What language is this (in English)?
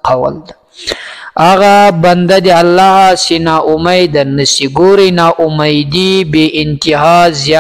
Pashto